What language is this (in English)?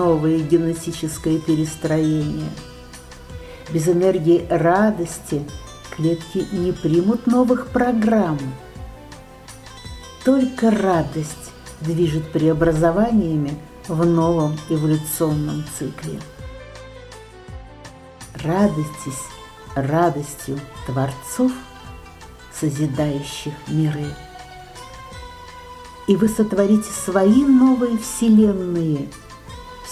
Russian